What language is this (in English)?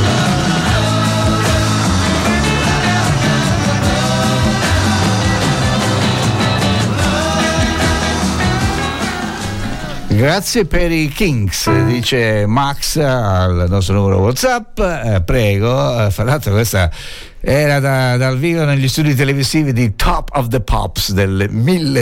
Italian